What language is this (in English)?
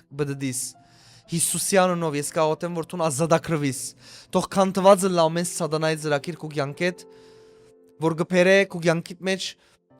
Western Armenian